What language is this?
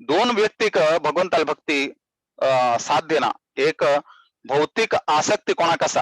Konkani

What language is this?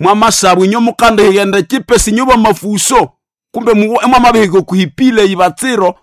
Nande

